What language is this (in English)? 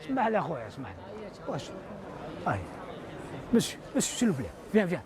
Algerian Arabic